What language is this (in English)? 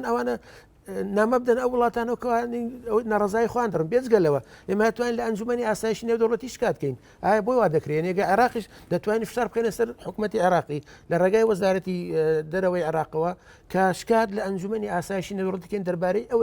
Central Kurdish